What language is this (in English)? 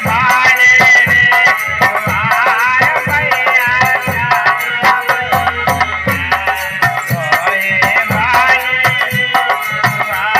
Bhojpuri